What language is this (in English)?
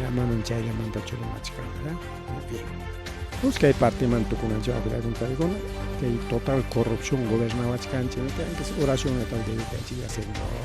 Ayacucho Quechua